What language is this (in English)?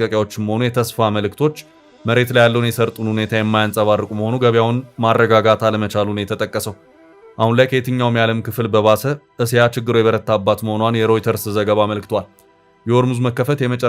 Amharic